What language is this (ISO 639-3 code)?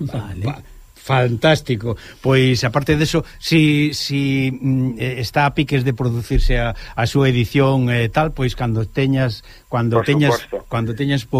glg